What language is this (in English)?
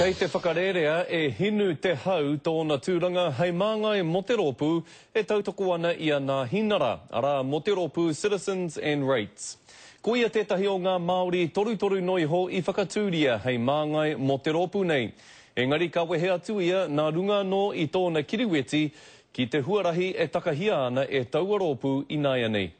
Māori